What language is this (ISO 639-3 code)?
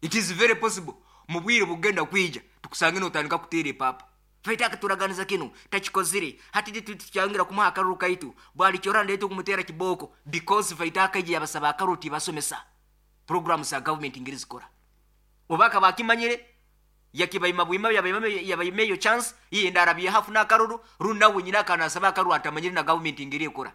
nyo